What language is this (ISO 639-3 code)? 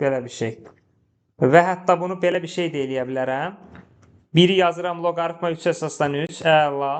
aze